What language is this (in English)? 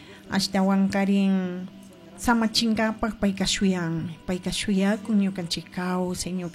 Chimborazo Highland Quichua